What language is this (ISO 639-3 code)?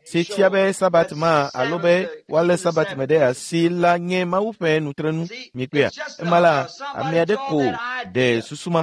ewe